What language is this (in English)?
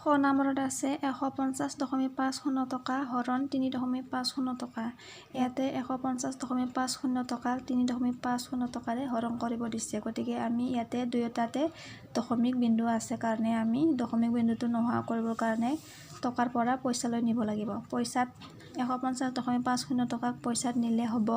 Assamese